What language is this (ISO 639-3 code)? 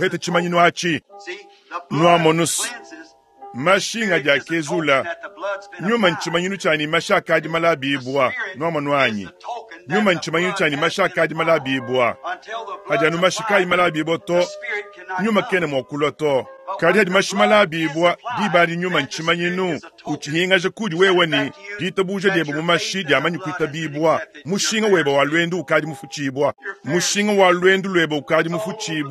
lua